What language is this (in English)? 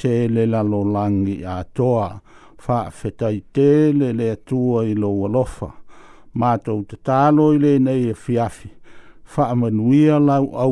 Samoan